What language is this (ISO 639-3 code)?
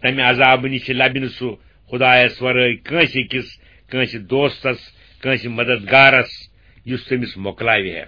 kas